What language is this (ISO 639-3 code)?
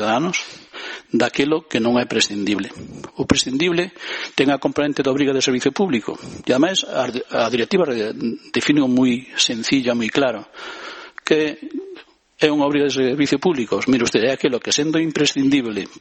glg